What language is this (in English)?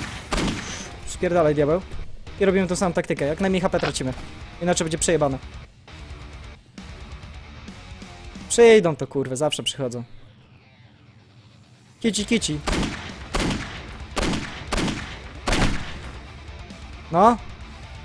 Polish